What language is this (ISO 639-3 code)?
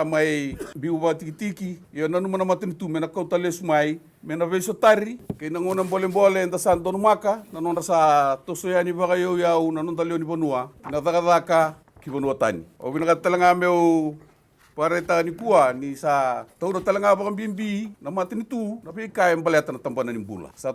fij